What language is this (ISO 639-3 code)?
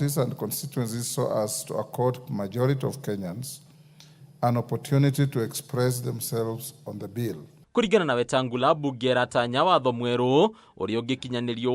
kik